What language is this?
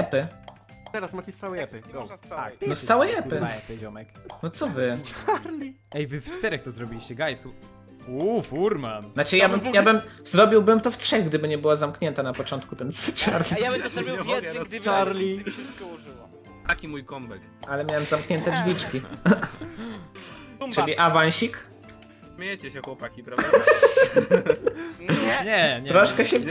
Polish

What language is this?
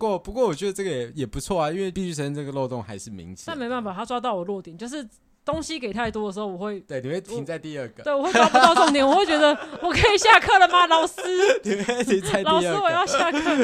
Chinese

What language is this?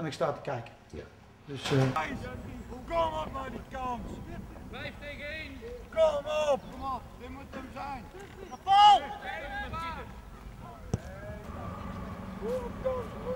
Dutch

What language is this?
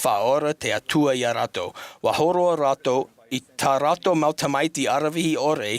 Tahitian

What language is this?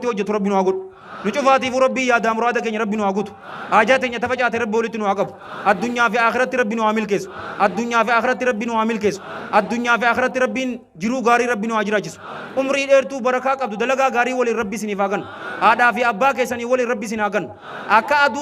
Oromo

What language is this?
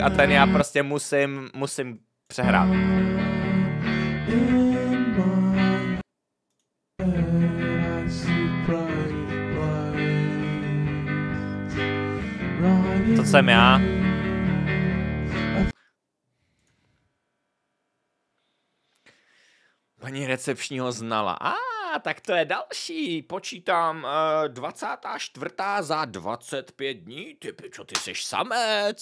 Czech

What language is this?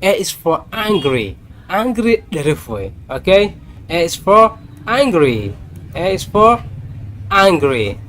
Somali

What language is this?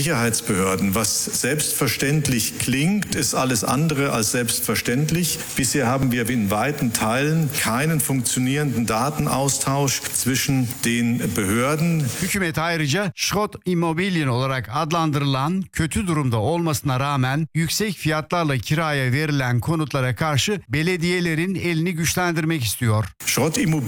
Turkish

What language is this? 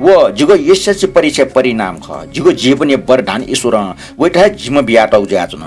Newari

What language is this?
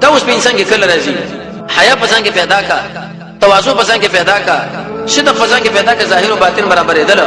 Pashto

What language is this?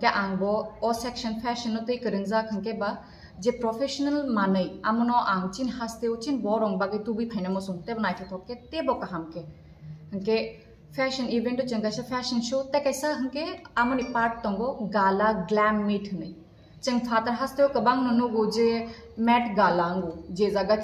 Kok Borok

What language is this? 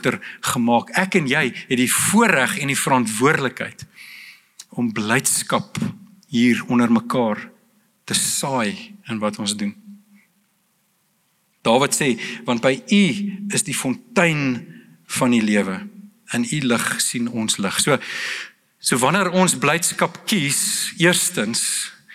Afrikaans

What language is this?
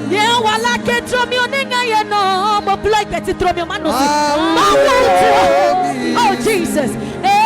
Adangme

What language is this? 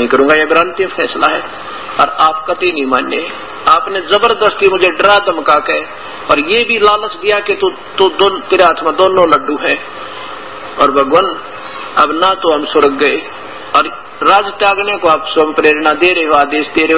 Hindi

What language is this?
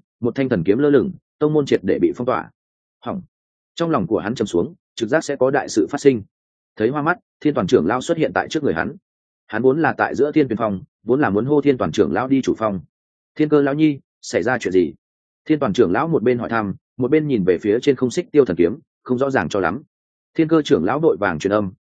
Vietnamese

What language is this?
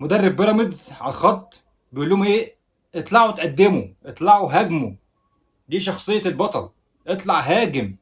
Egyptian Arabic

